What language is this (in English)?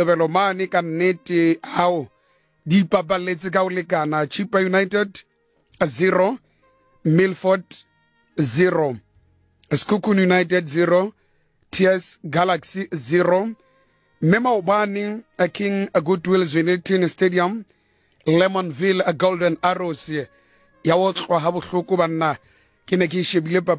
Southern Sotho